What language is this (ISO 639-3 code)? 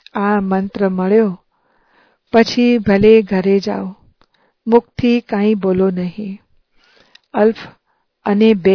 guj